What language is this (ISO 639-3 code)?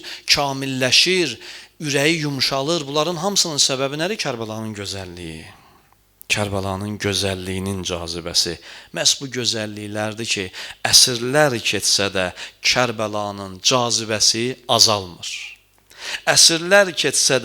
aze